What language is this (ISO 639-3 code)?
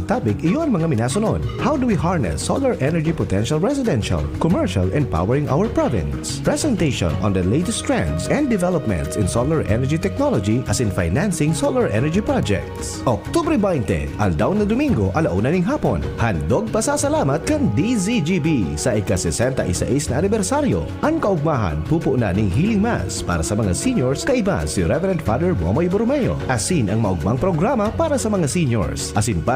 bik